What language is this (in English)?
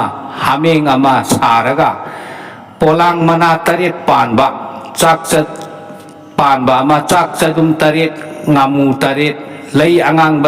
Manipuri